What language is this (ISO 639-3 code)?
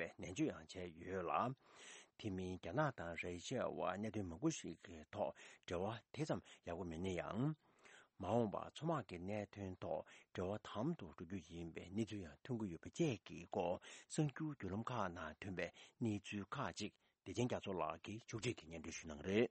bod